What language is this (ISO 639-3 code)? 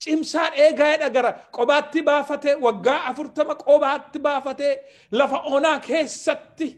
orm